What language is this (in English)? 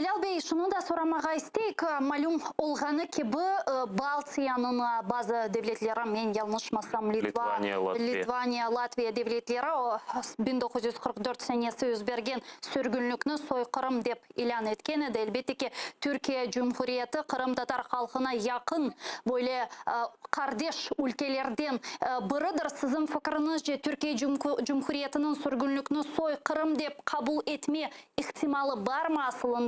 Crimean Tatar